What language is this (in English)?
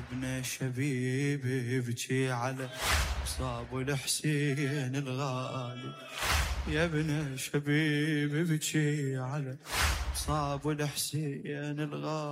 Mesopotamian Arabic